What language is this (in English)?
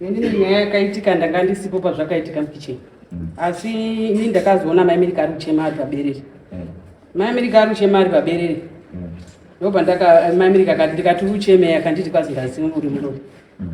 Shona